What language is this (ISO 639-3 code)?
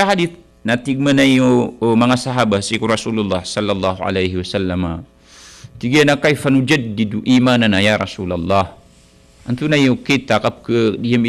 mrw